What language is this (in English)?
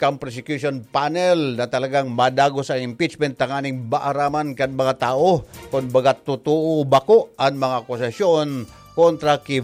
Bikol